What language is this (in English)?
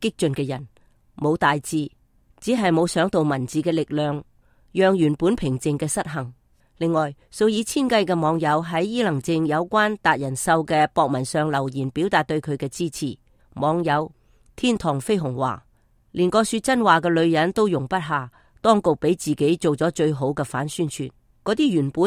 Cantonese